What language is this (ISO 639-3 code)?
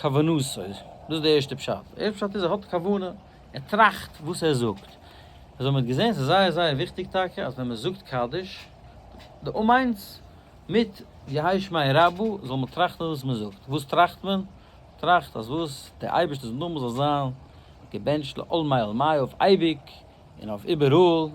yid